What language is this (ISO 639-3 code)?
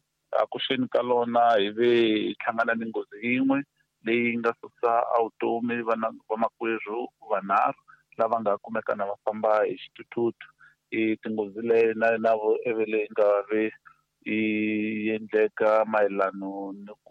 tso